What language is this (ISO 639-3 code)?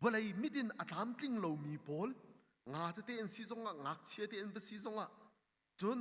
cnh